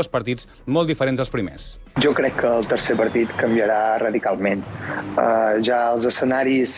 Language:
Catalan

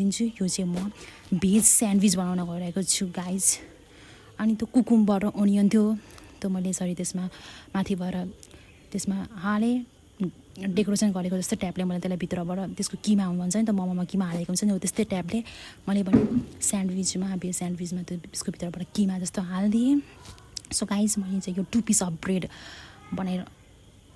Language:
Nepali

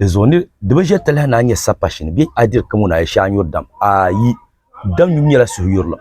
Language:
Dagbani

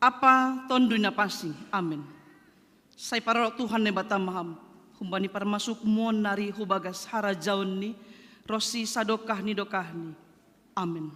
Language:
Batak Simalungun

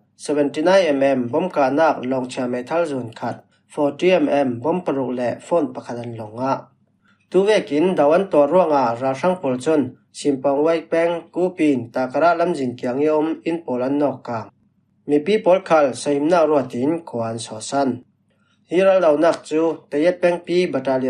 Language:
Falam Chin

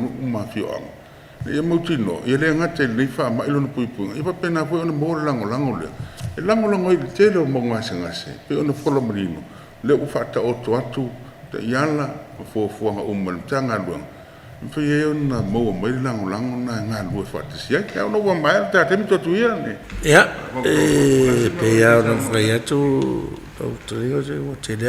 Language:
Samoan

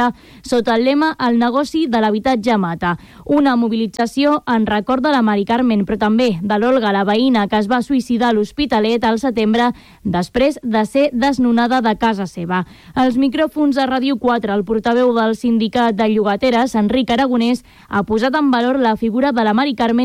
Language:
Catalan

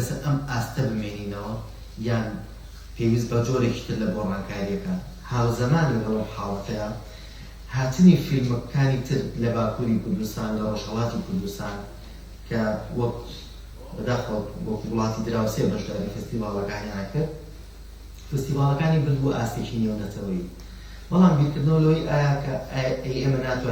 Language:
Central Kurdish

